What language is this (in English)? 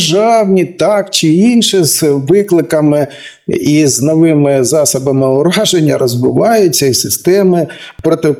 Ukrainian